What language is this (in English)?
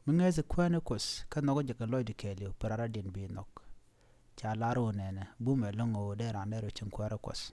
Nuer